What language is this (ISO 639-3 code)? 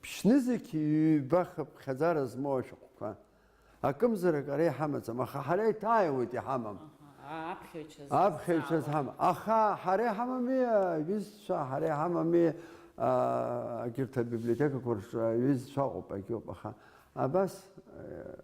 abk